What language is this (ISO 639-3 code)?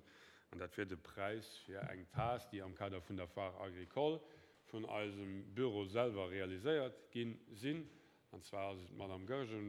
ltz